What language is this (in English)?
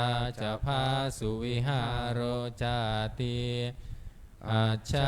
Pali